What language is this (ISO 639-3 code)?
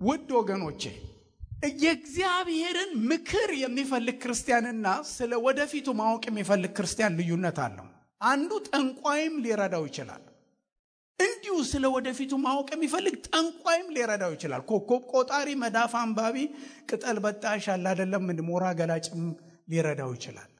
amh